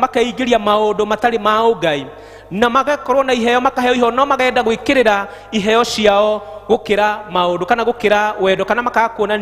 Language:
Kikuyu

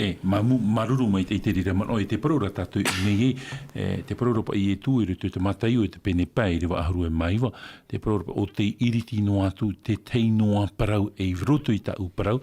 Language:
Tahitian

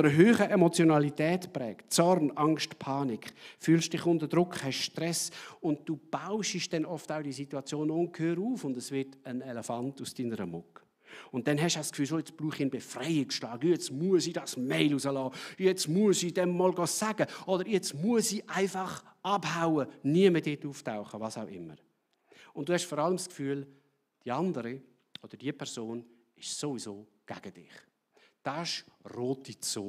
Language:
Swiss German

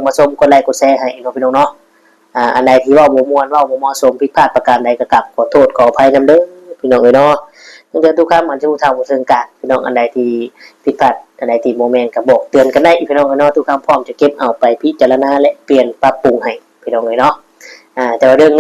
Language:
Northeastern Thai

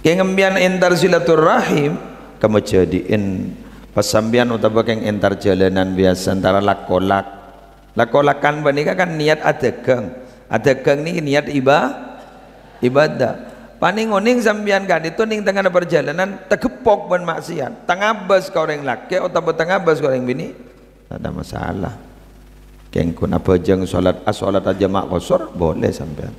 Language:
Madurese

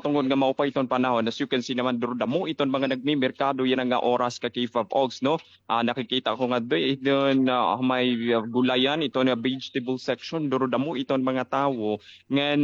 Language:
Waray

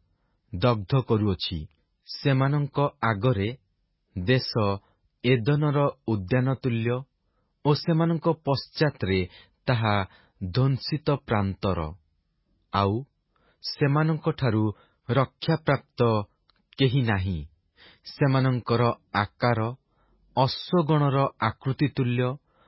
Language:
Odia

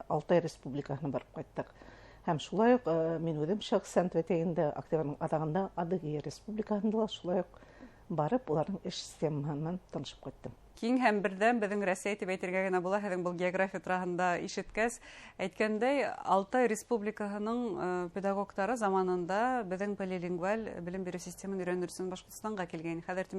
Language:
Bashkir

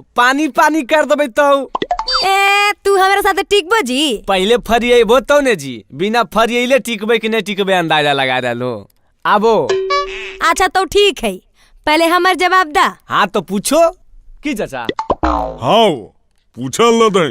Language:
Magahi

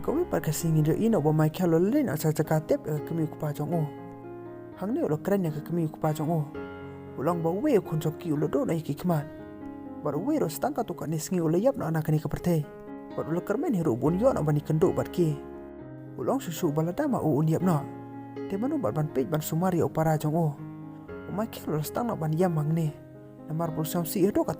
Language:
Khasi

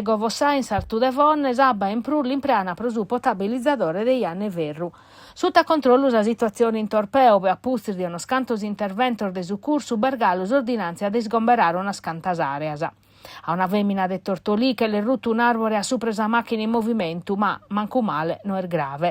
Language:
Sardinian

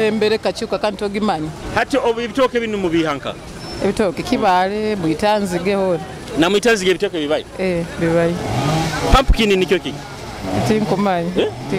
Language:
Nyoro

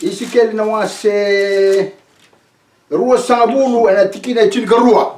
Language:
Fijian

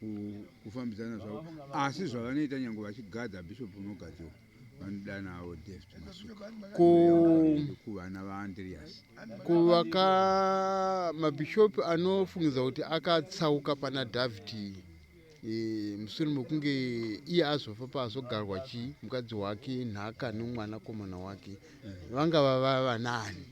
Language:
Shona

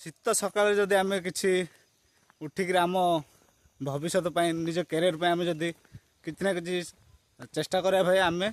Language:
Odia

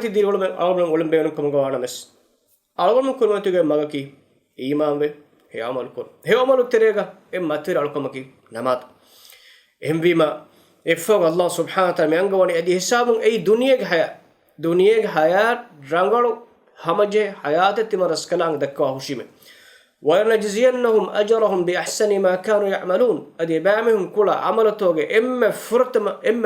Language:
Divehi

